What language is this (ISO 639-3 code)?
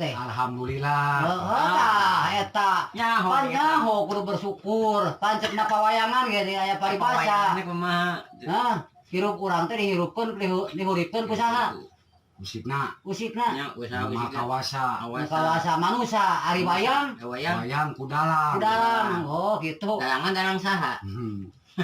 sun